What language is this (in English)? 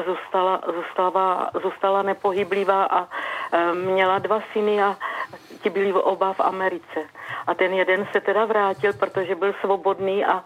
Czech